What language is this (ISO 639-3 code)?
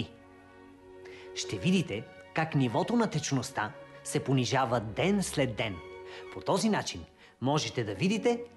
bul